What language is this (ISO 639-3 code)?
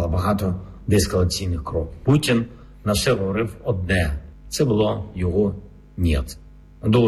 ukr